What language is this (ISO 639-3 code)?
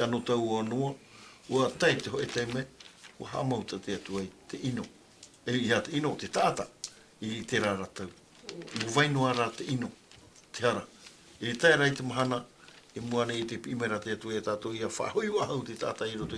tah